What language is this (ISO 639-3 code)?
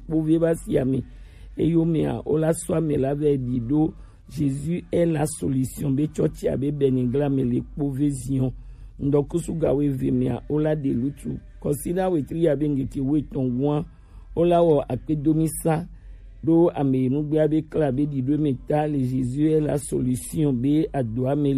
gej